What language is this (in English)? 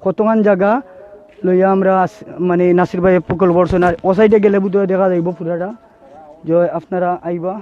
Sylheti